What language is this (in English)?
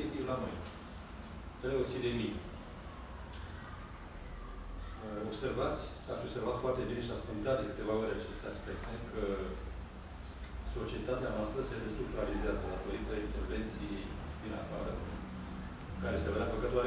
Romanian